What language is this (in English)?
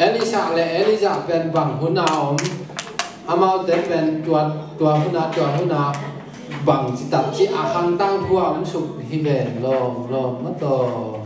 Tedim Chin